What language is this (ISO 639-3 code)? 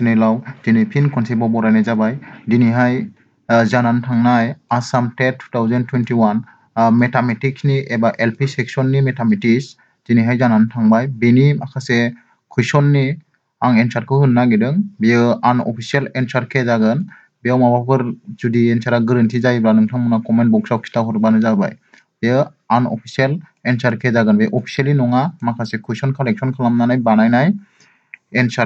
brx